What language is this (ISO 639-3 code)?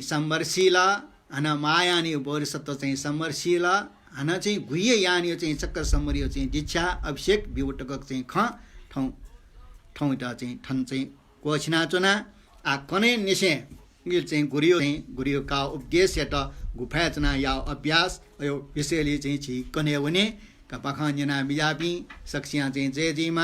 new